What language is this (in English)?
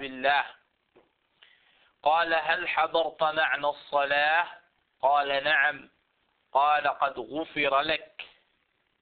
Danish